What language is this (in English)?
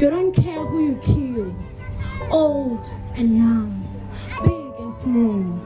Southern Sotho